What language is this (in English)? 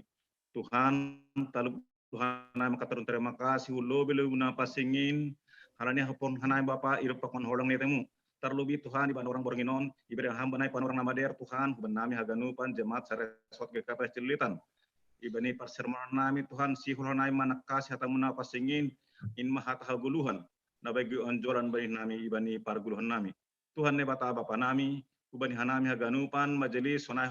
Batak Simalungun